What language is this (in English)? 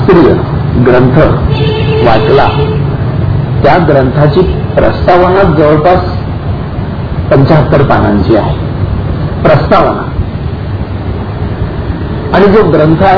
Marathi